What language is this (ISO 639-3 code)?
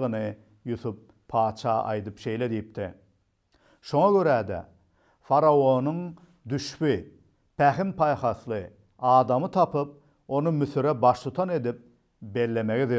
tuk